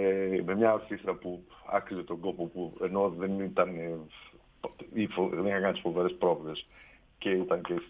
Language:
Greek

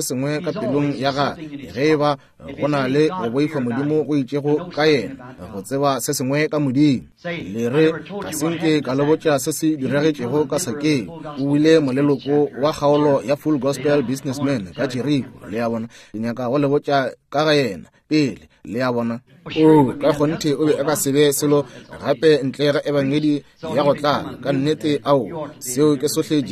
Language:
Northern Sotho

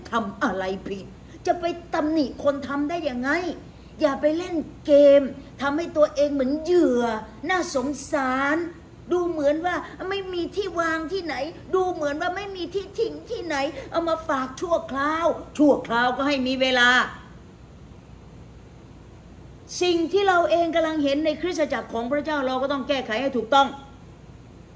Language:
Thai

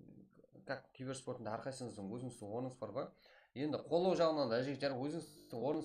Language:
Kara-Kalpak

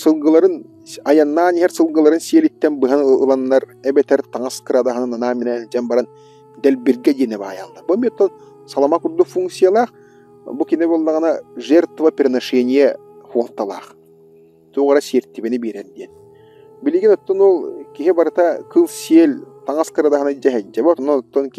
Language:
Yakut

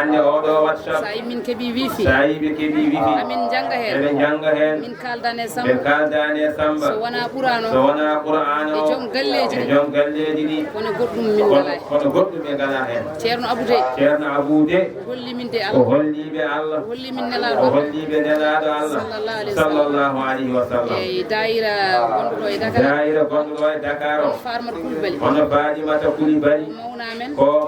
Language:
Fula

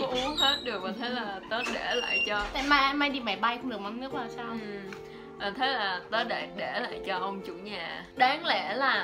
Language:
Vietnamese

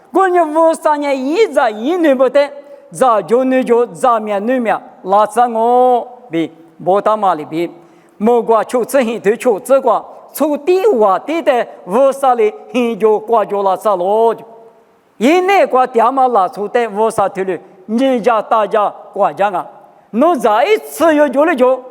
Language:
Lisu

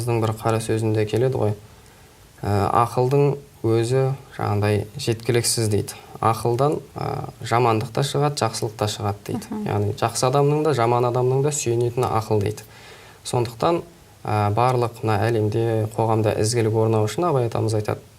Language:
Kazakh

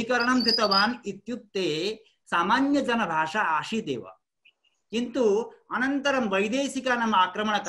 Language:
Sanskrit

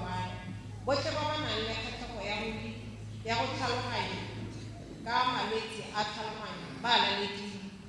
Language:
Tswana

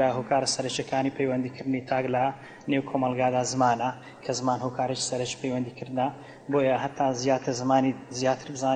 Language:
Central Kurdish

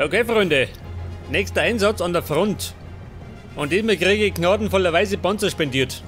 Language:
Bavarian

